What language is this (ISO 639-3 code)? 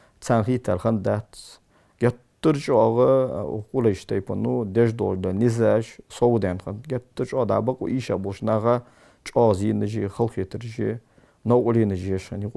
inh